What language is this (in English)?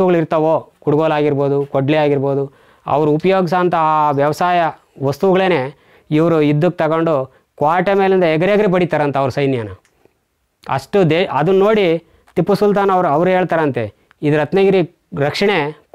Kannada